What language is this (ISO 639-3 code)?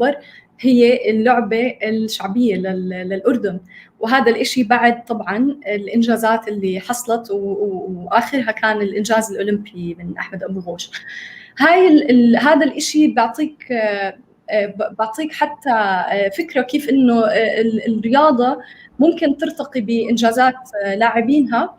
apc